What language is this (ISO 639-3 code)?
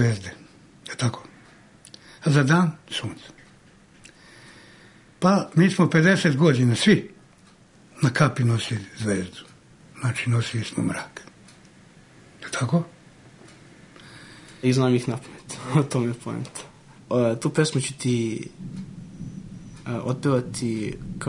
srp